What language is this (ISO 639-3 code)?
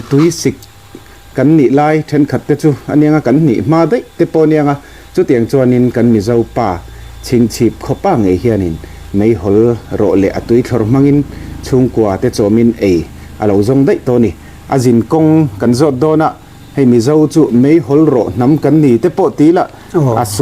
lus